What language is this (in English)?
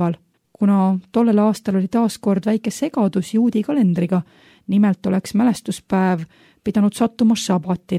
Estonian